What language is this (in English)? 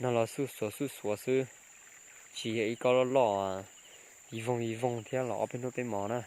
Hmong